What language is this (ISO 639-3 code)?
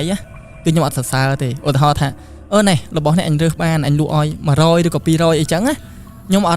khm